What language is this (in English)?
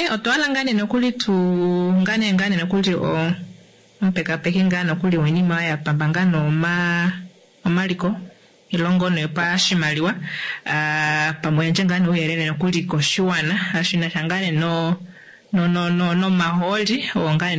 Kuanyama